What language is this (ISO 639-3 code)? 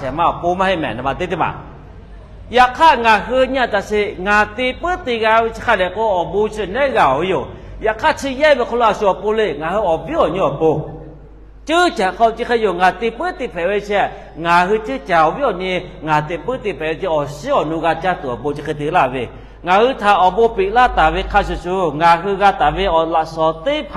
lhu